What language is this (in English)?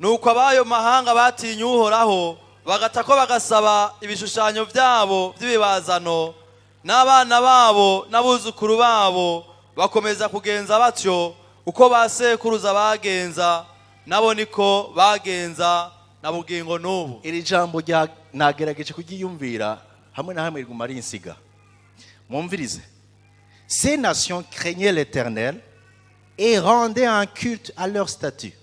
Rundi